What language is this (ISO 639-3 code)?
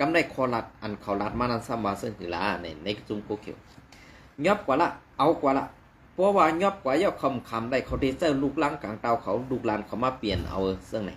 shn